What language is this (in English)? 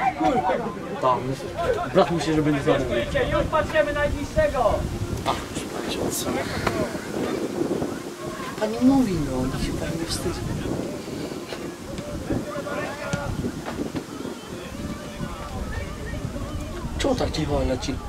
Polish